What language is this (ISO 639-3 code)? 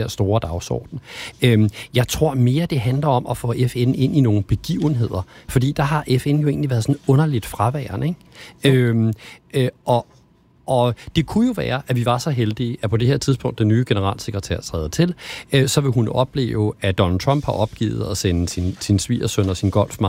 dan